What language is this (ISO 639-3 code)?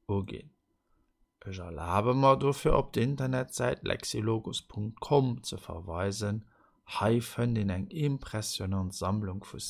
ltz